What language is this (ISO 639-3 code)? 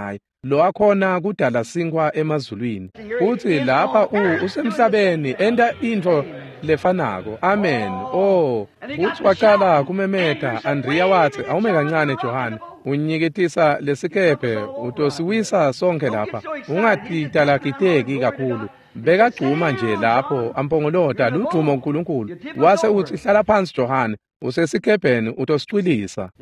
ssw